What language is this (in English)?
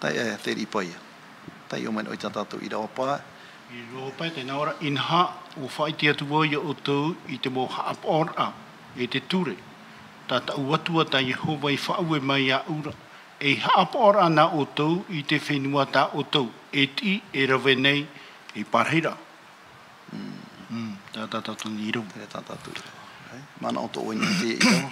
Tahitian